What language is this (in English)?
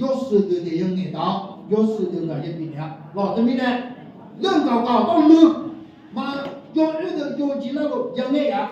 Akha